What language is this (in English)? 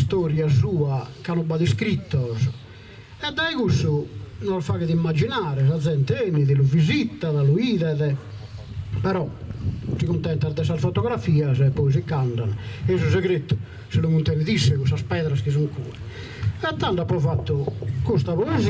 Sardinian